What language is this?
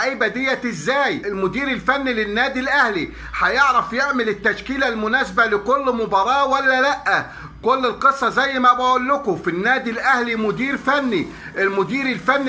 Egyptian Arabic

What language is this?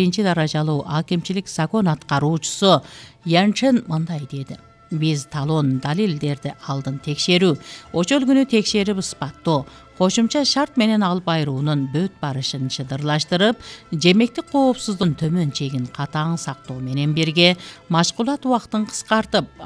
Kyrgyz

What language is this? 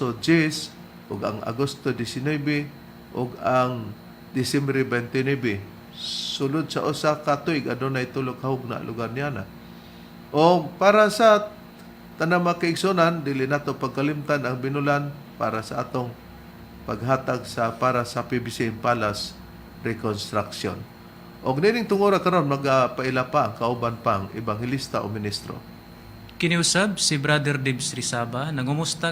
Cebuano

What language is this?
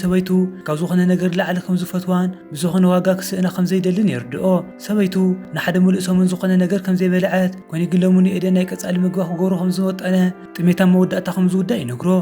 Tigrinya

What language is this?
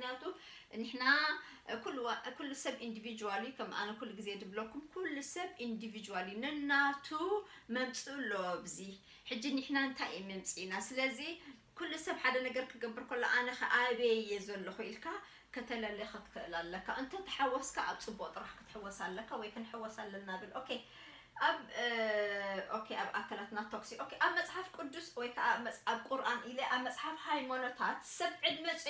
Tigrinya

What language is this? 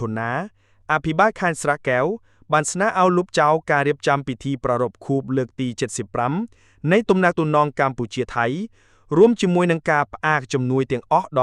Khmer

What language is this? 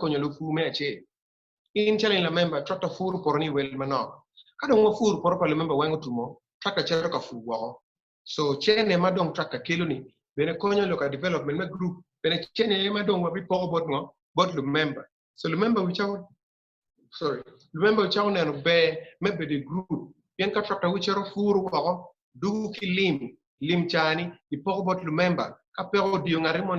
Acoli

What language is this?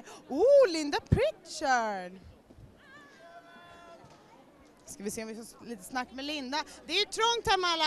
Swedish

